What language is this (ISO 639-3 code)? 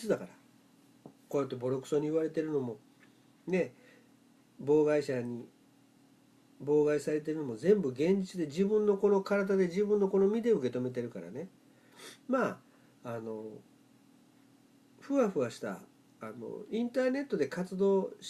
jpn